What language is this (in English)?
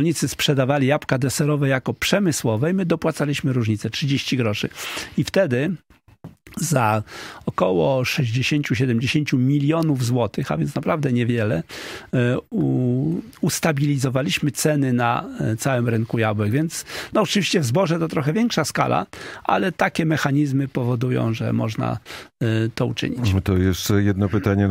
Polish